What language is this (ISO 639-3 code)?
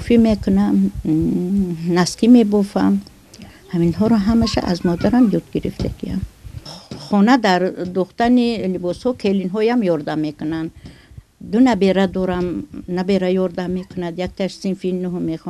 tgk